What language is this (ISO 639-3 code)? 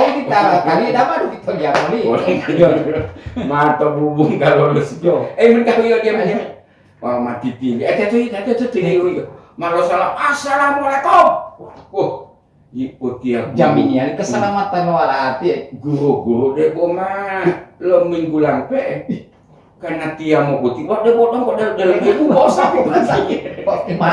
gor